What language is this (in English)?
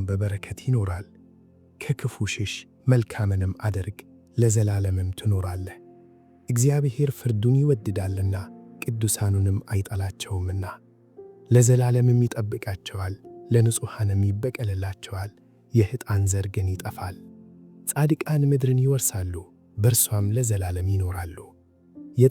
Amharic